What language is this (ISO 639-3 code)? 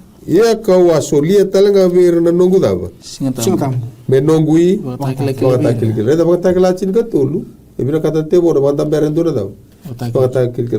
fij